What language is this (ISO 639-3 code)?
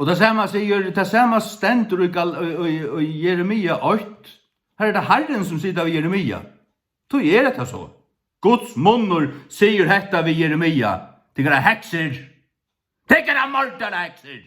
fao